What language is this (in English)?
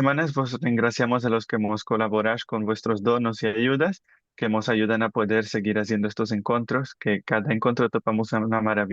Ladino